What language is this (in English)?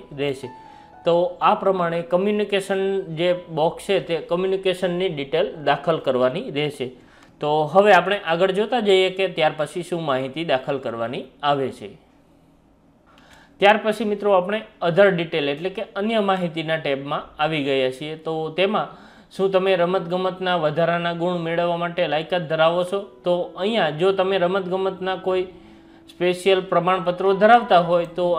Gujarati